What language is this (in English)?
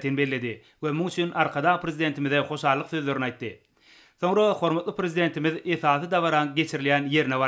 Turkmen